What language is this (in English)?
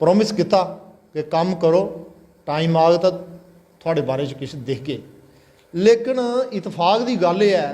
Dogri